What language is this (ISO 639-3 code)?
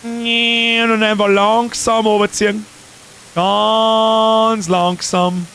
bar